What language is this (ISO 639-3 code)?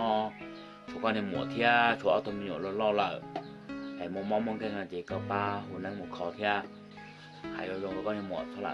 hmn